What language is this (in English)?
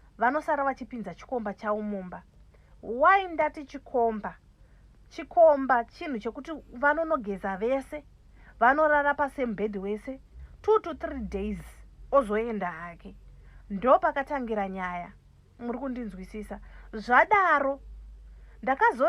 Shona